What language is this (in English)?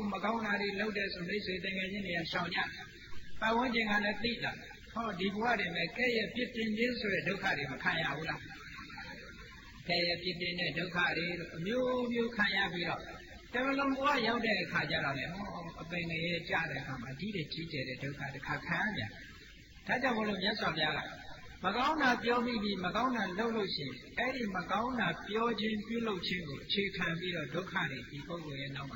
Burmese